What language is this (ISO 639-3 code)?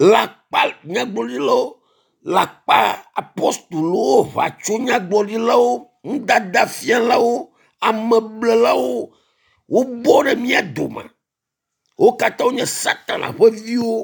ewe